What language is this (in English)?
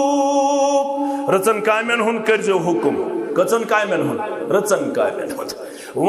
Kashmiri